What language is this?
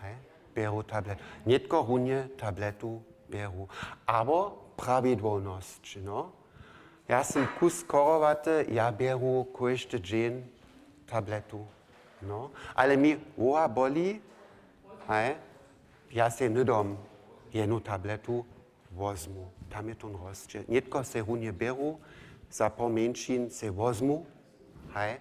Upper Sorbian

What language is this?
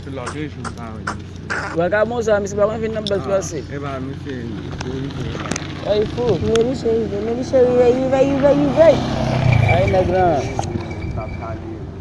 Haitian Creole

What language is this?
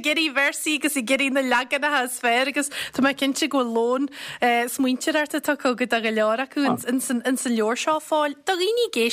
Irish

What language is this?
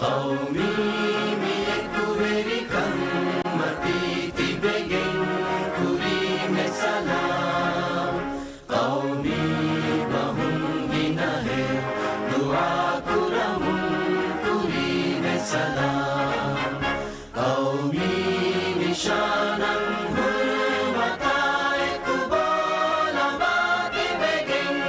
Divehi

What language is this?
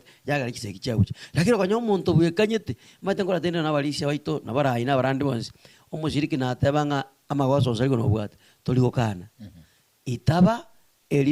Gusii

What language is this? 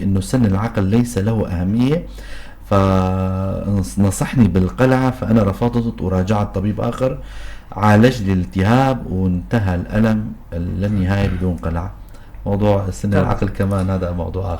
North Levantine Arabic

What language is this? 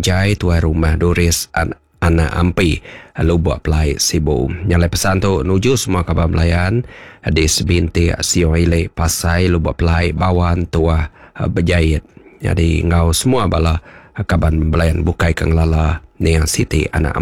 Iban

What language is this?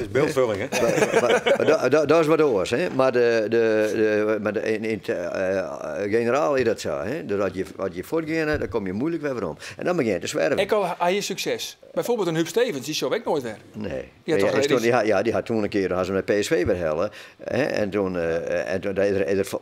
Western Frisian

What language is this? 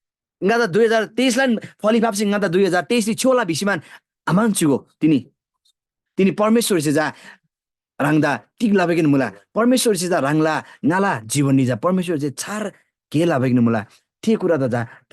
Eastern Tamang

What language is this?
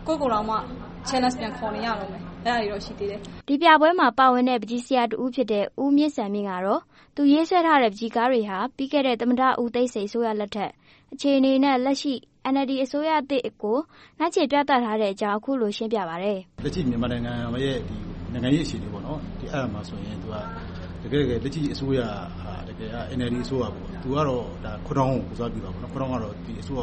Burmese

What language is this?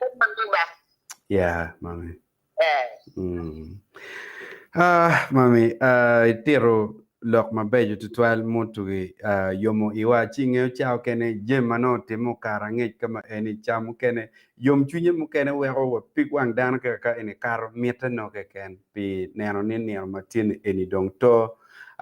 Acoli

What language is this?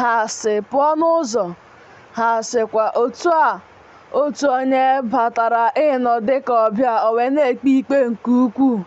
Igbo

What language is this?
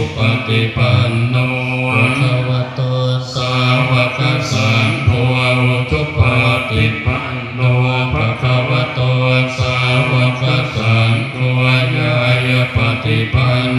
Pali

